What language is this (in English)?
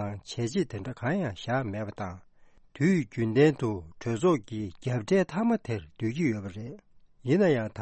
Tibetan